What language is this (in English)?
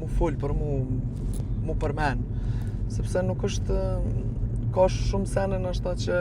Albanian